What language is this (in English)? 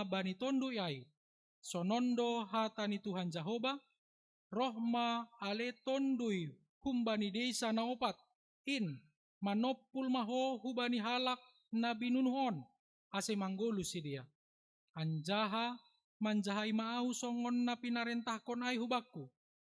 Batak Simalungun